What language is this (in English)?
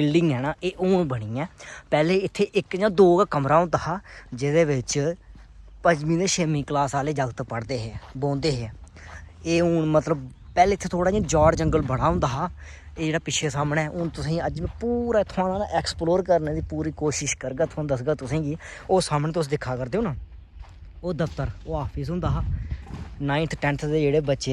Dogri